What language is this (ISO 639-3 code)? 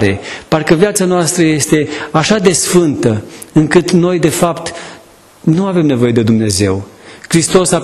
ron